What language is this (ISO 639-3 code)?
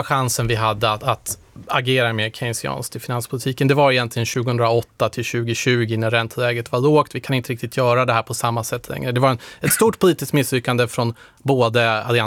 swe